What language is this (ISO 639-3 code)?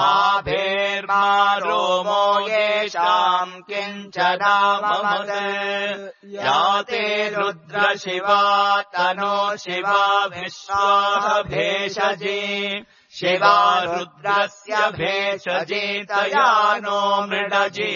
san